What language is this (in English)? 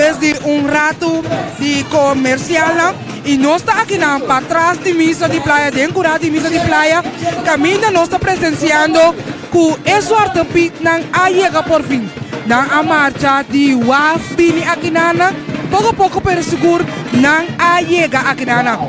Papiamento